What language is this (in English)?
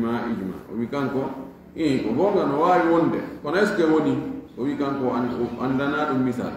Fula